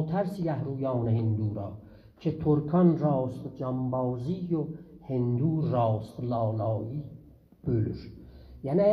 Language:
South Azerbaijani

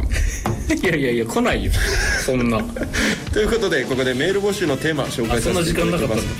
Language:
Japanese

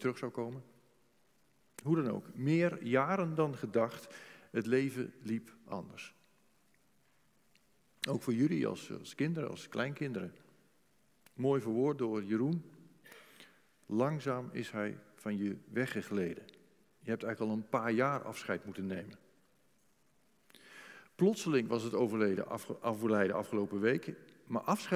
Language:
Dutch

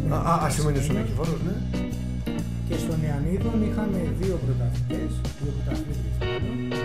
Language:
Greek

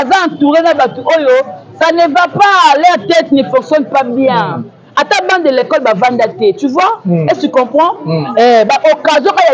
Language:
Lingala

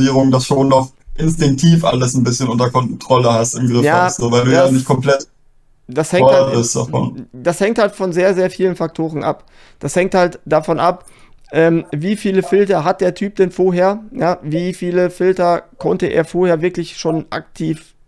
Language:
German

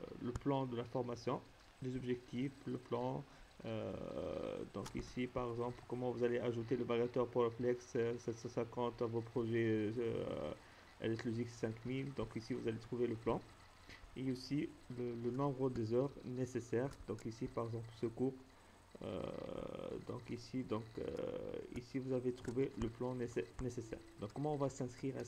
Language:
French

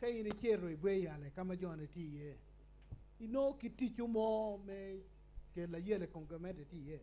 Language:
Acoli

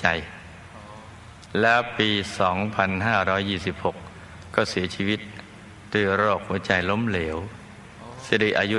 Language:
Thai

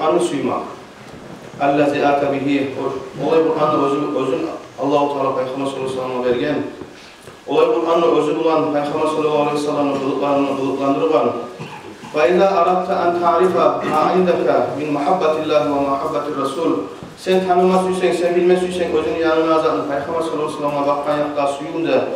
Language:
Kumyk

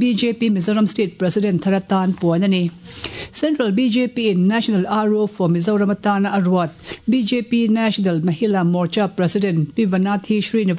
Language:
Mizo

